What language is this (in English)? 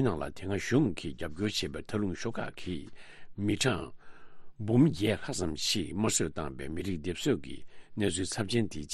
Tibetan